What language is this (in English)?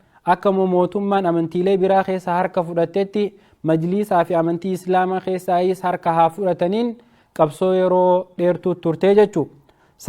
Oromo